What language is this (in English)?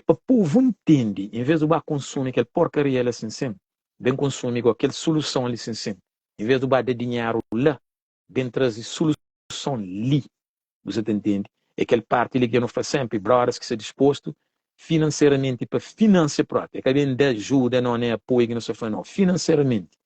Kabuverdianu